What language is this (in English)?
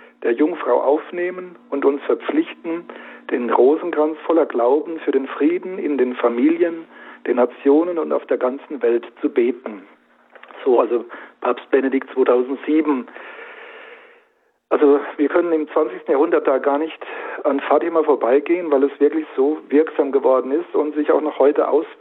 German